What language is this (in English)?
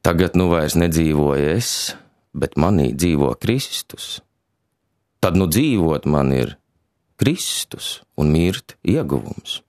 Latvian